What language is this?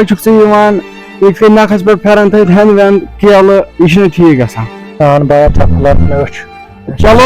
Kashmiri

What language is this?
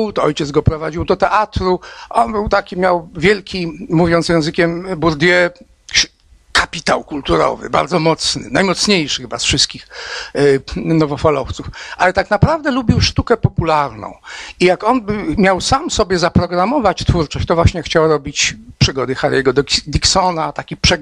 Polish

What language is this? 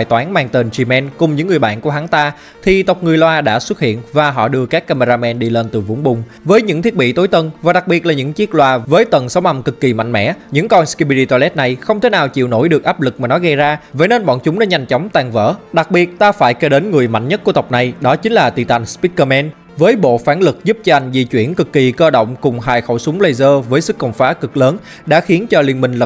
Vietnamese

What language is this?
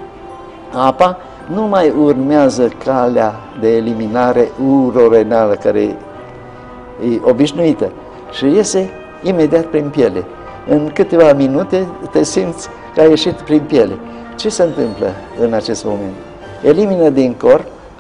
Romanian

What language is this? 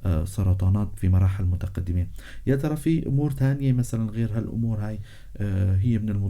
North Levantine Arabic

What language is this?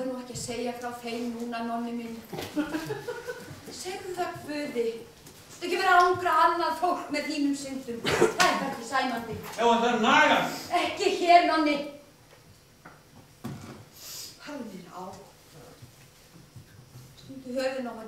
Icelandic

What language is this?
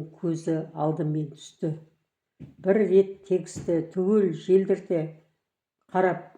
Kazakh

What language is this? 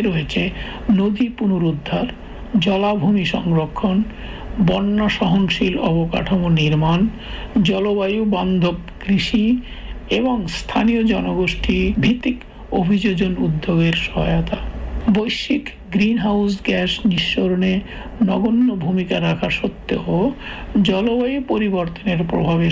Bangla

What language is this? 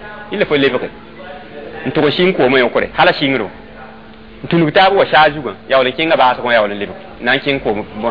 Mossi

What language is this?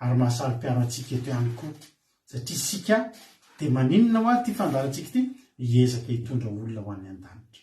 Malagasy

